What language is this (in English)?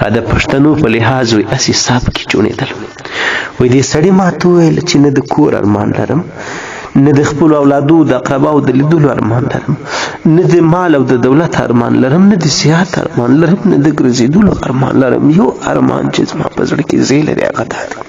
Pashto